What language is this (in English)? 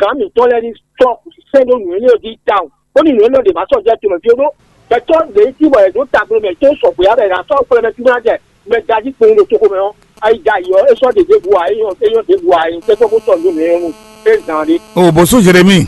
Fon